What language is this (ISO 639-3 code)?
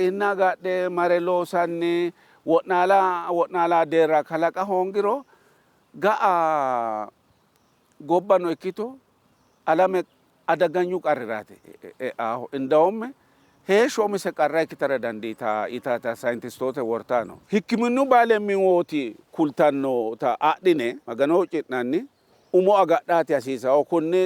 sid